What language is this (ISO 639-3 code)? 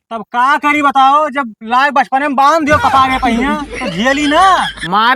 awa